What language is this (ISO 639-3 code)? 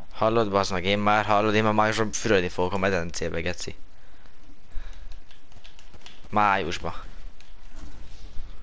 hun